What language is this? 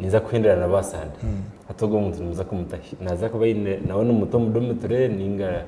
Nyankole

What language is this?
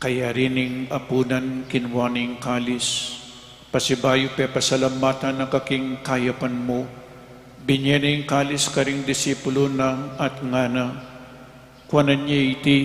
Pampanga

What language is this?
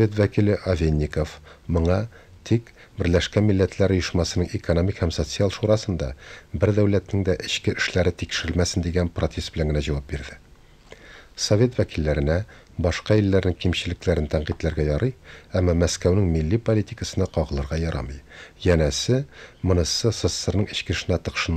Tatar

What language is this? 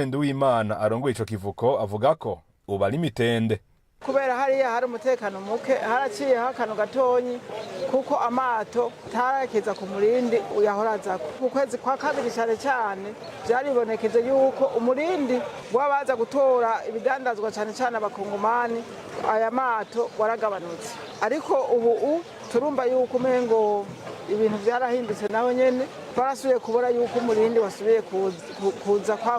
Rundi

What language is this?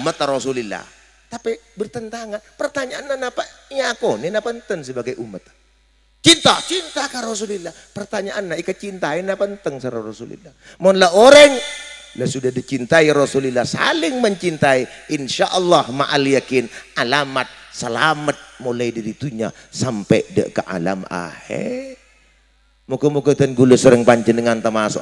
Madurese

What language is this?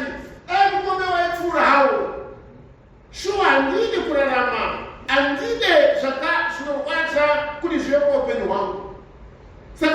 Shona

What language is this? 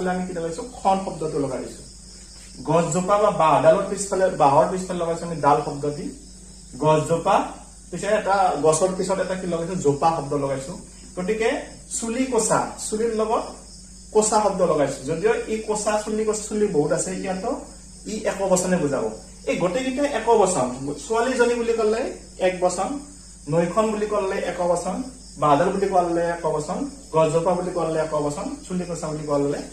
Assamese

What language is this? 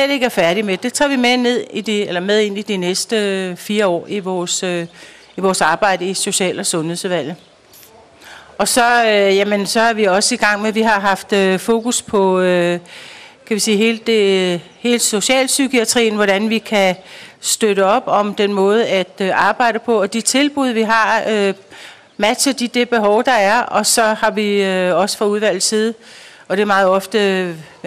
Danish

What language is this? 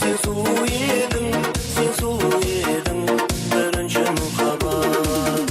Kara-Kalpak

